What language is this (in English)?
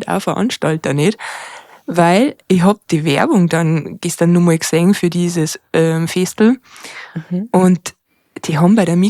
Bavarian